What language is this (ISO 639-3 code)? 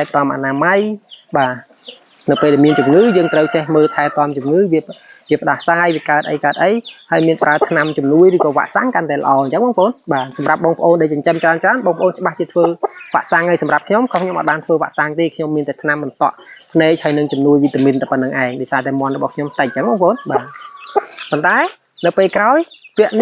khm